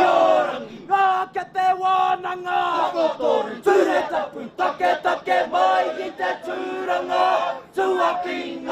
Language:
Māori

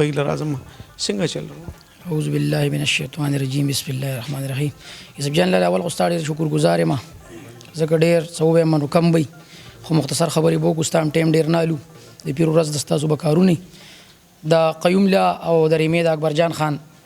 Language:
Pashto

